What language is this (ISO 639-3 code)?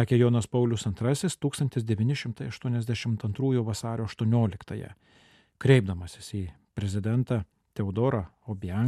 lit